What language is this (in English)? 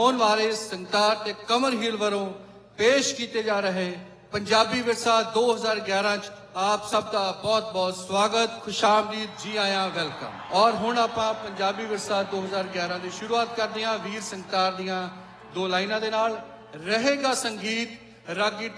Punjabi